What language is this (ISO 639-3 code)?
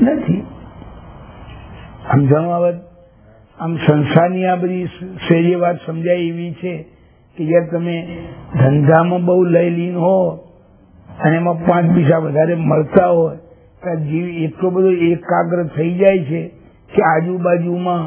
guj